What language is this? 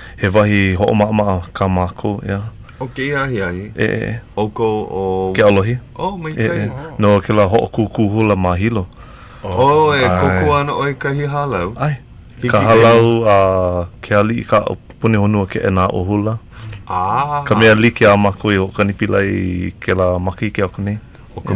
Hawaiian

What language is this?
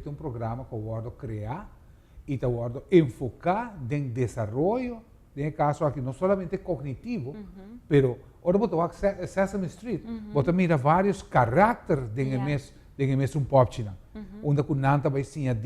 Papiamento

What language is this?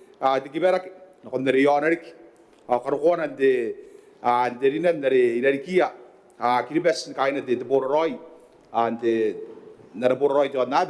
Gilbertese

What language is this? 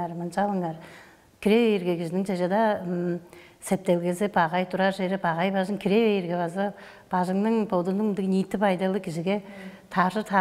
Tuvinian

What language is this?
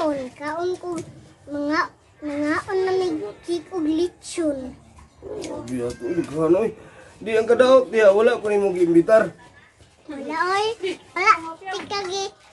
Cebuano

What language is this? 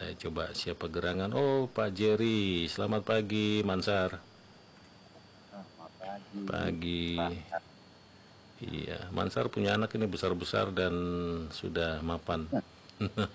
Indonesian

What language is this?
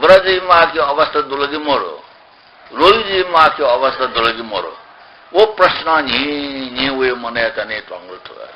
Newari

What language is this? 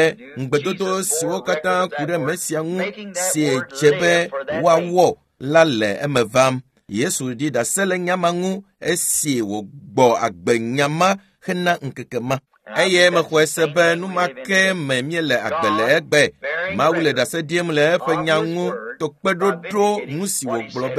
Ewe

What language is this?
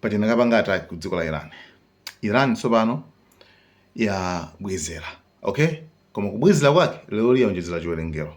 Nyanja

